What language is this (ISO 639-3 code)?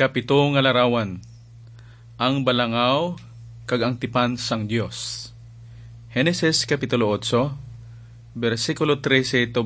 hil